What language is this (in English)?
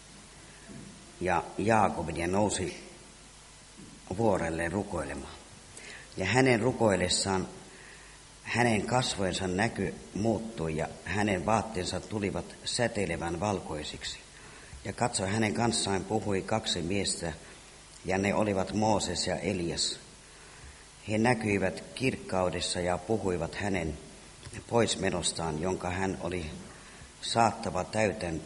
Finnish